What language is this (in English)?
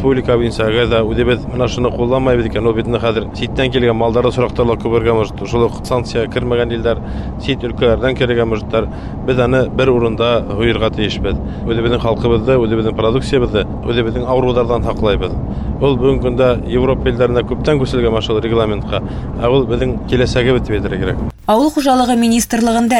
Bashkir